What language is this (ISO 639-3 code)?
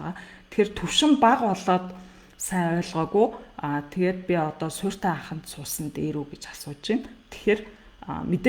mon